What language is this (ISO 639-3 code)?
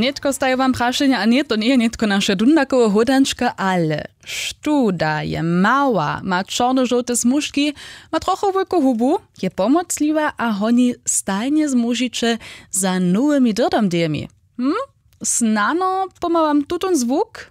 hsb